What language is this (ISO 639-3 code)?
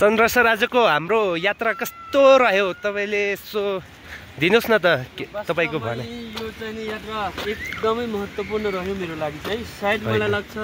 nep